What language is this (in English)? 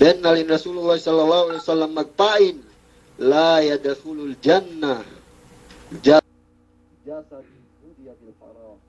Yakan